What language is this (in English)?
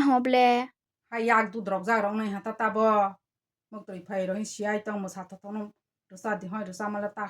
Kok Borok